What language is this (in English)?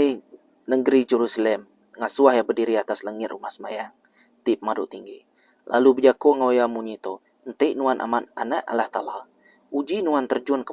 Iban